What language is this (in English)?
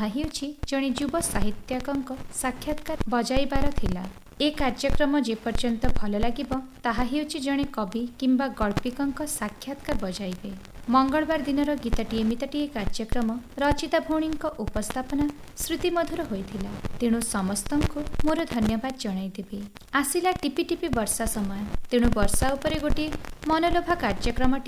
Odia